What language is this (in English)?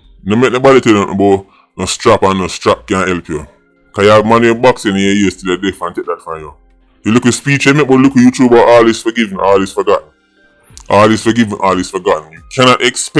Jamaican Creole English